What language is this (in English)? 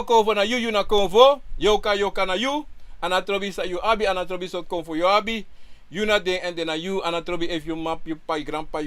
Sranan Tongo